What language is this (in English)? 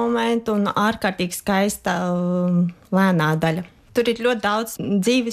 Latvian